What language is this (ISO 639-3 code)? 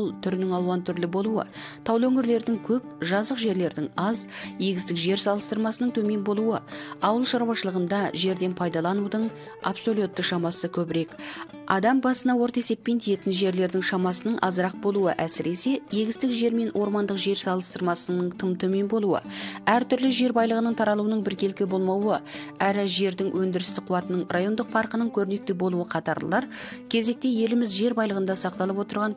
kaz